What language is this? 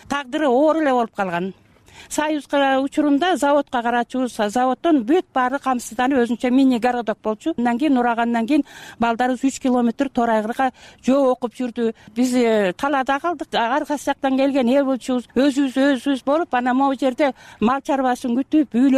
Kyrgyz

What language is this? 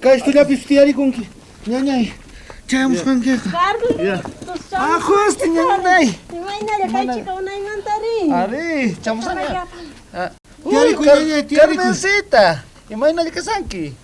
South Bolivian Quechua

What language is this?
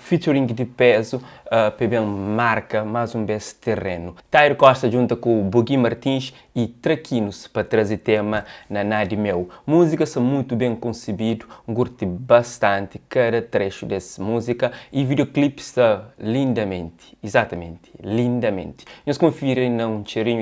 Kabuverdianu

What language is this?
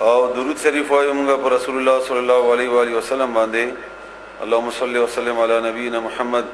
Pashto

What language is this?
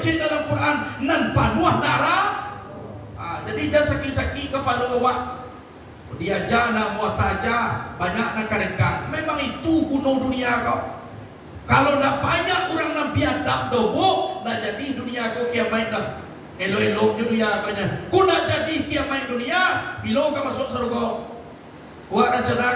Minangkabau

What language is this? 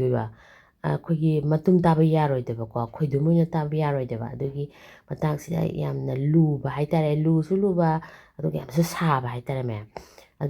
Manipuri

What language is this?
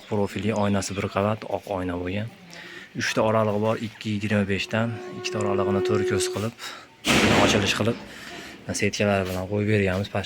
Uzbek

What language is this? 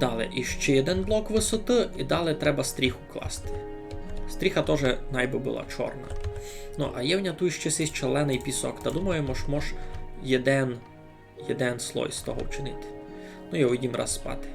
Rusyn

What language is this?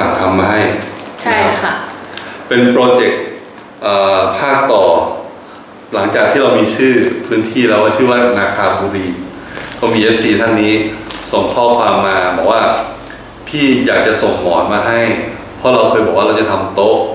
Thai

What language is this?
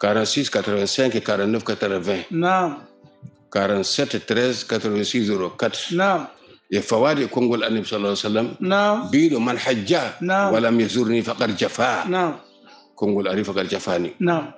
Fula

